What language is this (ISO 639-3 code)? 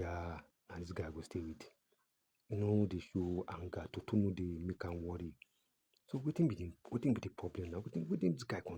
pcm